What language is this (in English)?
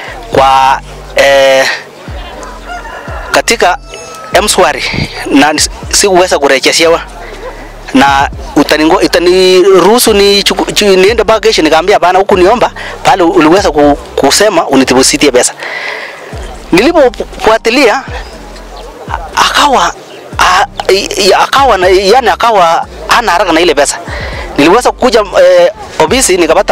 Swahili